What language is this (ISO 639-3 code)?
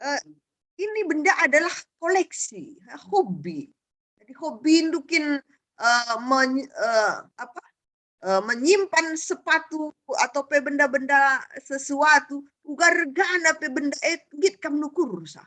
btx